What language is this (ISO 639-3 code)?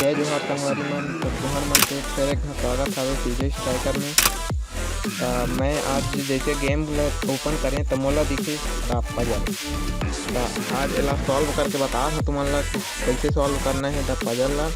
hne